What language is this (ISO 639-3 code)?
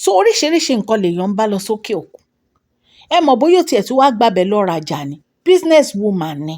yor